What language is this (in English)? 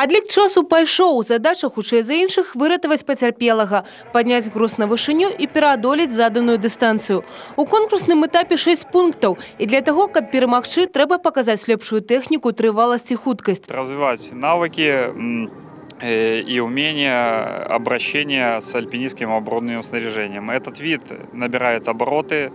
Belarusian